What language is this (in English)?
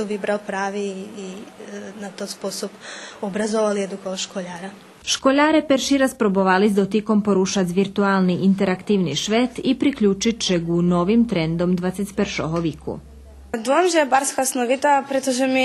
Rusyn